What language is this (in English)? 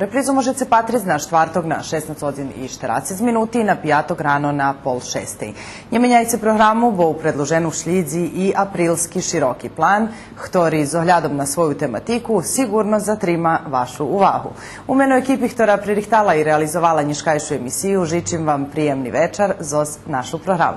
Rusyn